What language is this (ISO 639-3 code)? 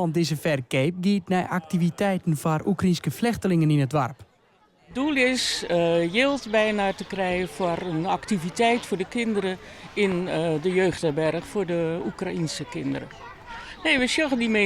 fry